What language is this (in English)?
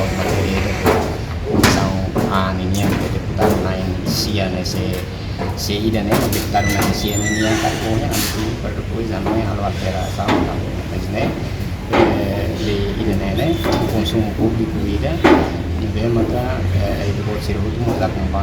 Tetum